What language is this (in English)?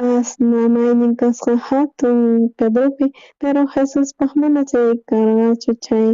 South Bolivian Quechua